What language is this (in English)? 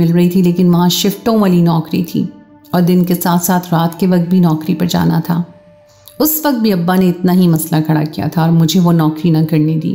Urdu